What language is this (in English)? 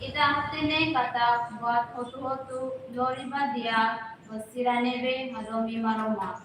Tetum